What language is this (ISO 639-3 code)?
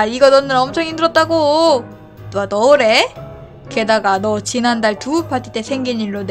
kor